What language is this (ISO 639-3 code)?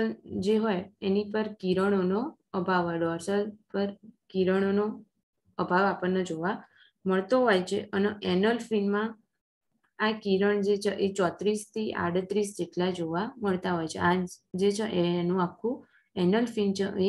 guj